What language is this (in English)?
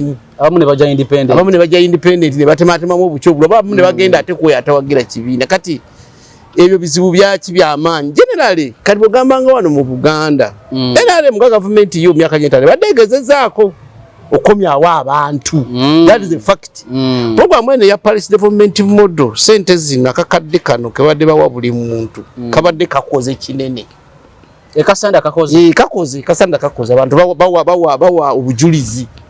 Ganda